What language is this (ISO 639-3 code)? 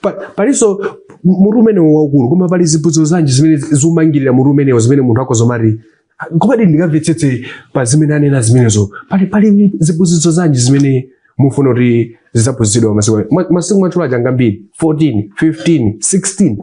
nya